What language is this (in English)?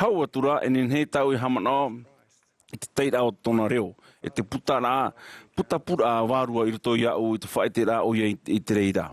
Tahitian